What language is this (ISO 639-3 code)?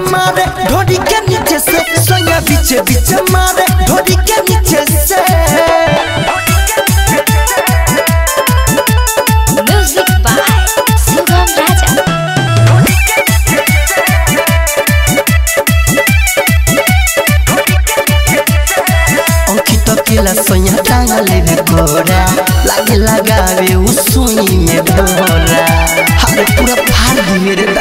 bho